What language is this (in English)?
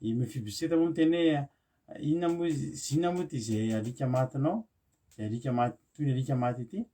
Malagasy